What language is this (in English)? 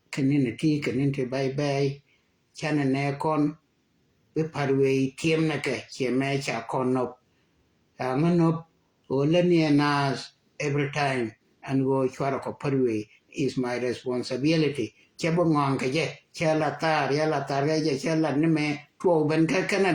Nuer